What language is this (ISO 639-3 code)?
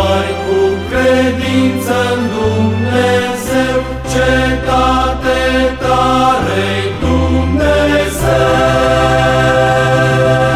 ron